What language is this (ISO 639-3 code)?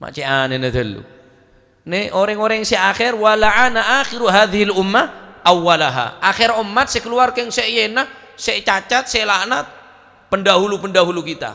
mad